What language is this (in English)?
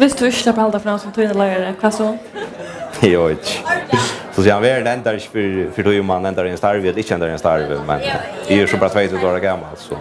Faroese